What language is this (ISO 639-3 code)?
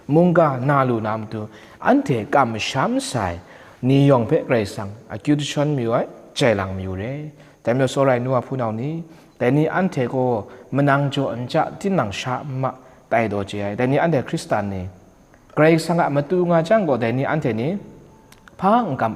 kac